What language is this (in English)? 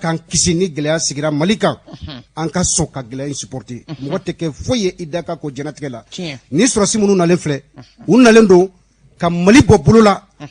Bambara